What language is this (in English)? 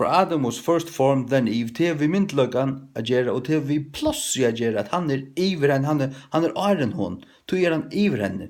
Faroese